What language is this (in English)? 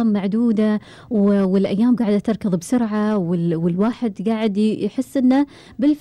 Gulf Arabic